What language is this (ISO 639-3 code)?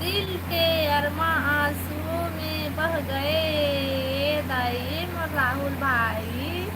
hne